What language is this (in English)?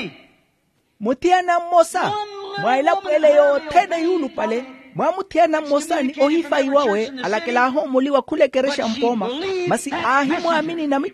Makhuwa